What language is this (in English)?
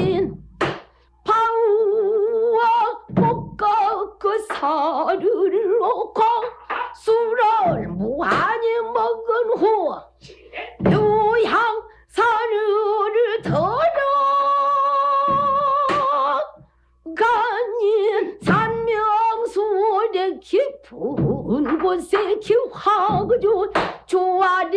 Korean